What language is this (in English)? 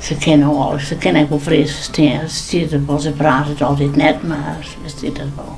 Western Frisian